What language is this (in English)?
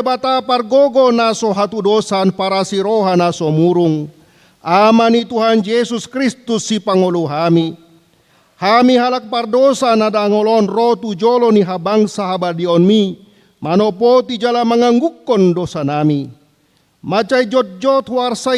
Batak Toba